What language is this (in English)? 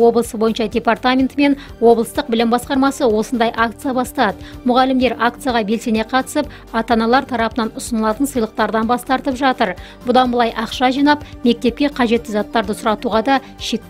Kazakh